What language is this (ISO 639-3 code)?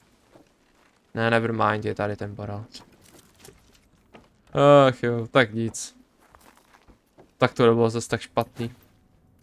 ces